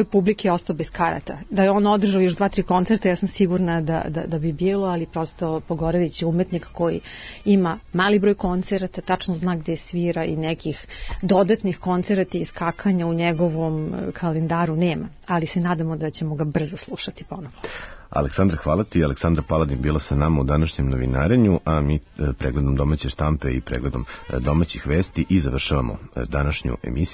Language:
Serbian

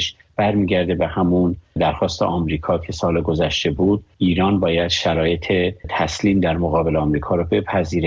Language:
Persian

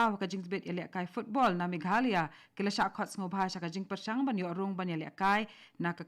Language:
Khasi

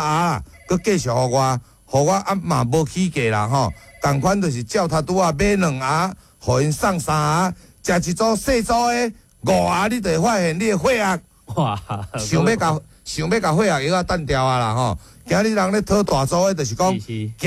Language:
Min Nan Chinese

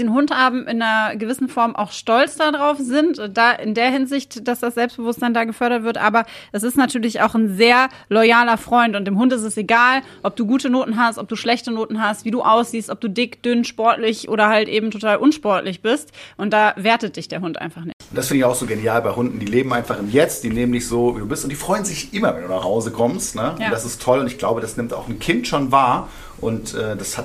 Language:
German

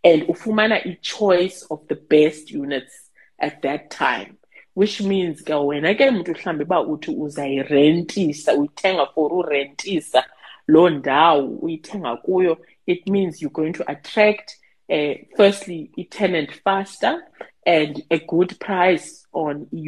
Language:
Xhosa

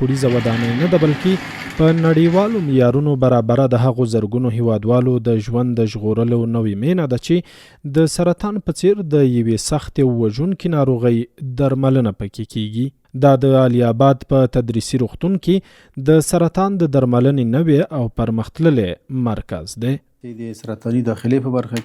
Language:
Pashto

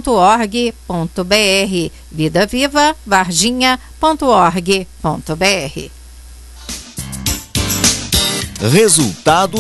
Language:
Portuguese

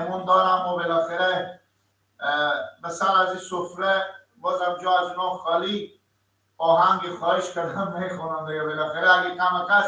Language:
Persian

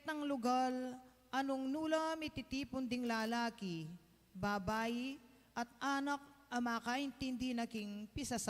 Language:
Pampanga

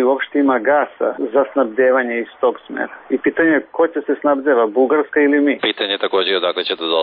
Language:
Serbian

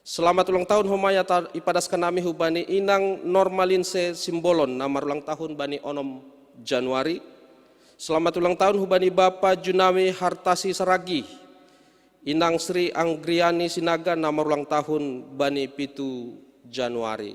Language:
Batak Simalungun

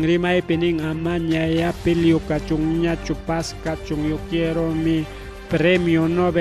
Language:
Ayacucho Quechua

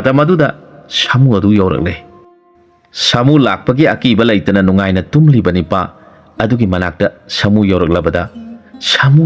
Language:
Manipuri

